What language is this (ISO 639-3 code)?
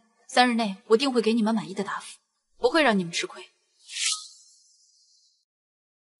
zho